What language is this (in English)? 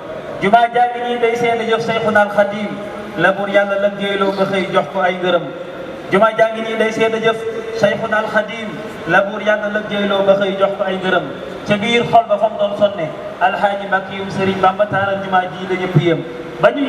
Wolof